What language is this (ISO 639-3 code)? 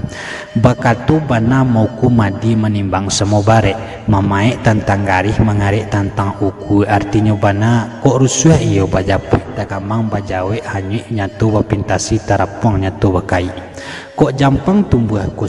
min